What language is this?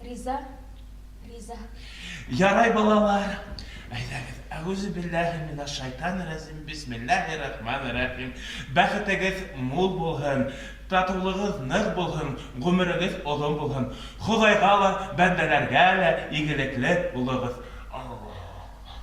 Bashkir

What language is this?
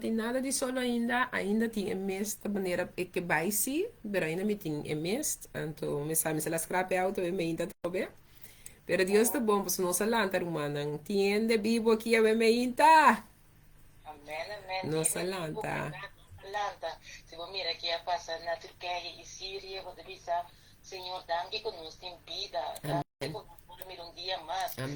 Papiamento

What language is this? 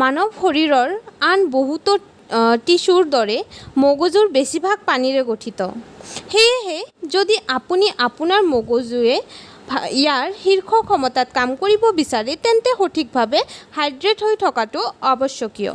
Assamese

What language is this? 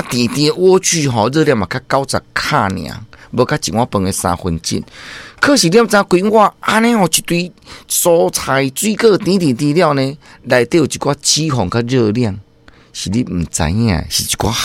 Min Nan Chinese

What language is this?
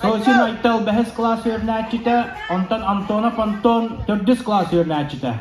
Yakut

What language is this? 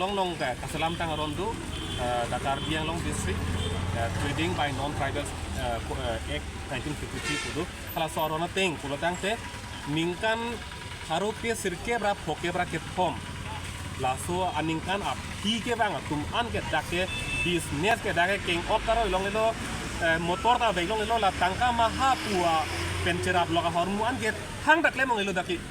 Karbi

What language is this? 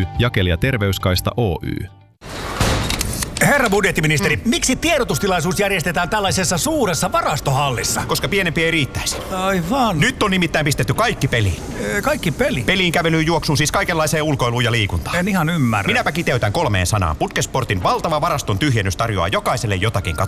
Finnish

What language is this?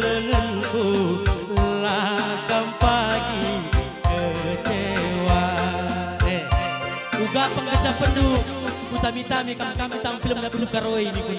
Batak Karo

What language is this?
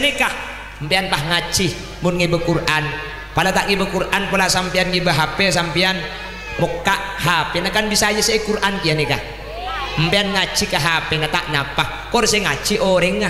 Madurese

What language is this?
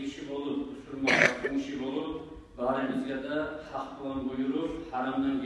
Kumyk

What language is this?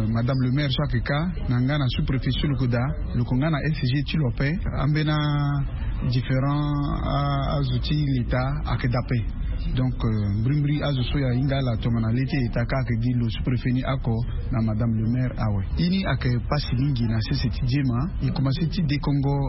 Sango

